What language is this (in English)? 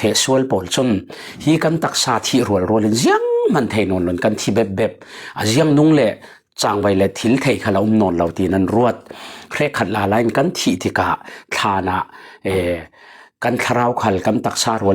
Falam Chin